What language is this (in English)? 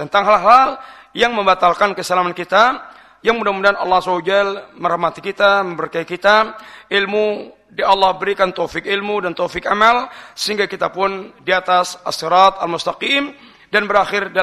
Indonesian